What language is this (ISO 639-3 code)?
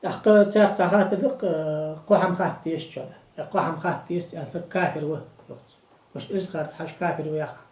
inh